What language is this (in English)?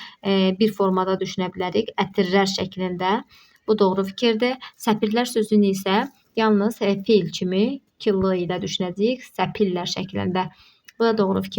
Azerbaijani